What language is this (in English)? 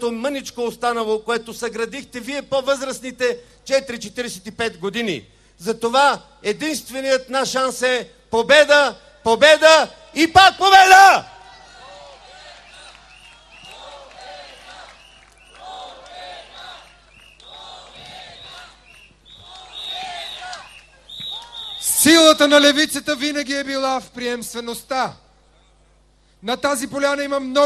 Bulgarian